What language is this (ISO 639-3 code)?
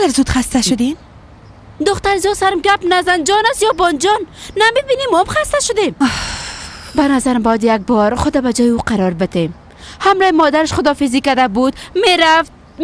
fas